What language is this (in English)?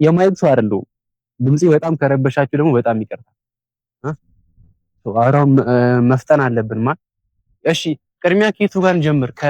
Amharic